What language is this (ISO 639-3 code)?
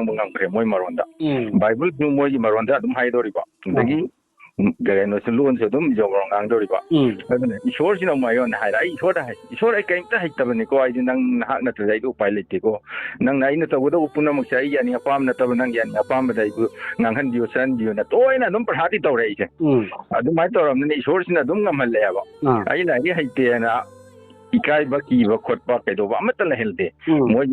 mni